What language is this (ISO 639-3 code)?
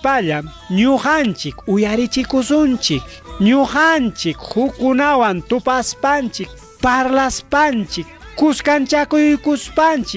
quy